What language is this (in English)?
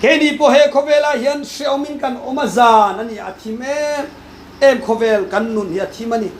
Mizo